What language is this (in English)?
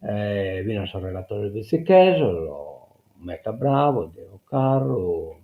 Sardinian